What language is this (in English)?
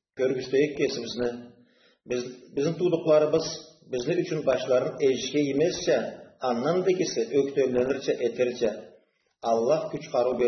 Karachay-Balkar